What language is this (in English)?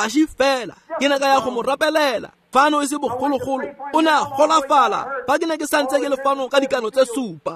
Tswana